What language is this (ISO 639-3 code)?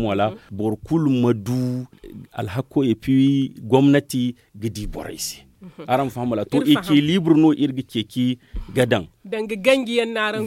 dje